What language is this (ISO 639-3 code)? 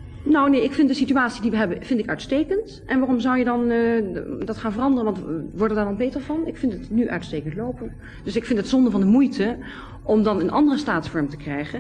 nld